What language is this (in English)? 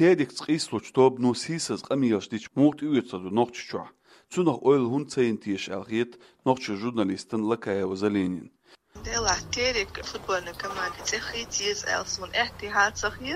Chechen